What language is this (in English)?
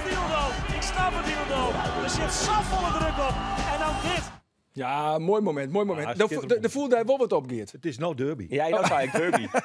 Western Frisian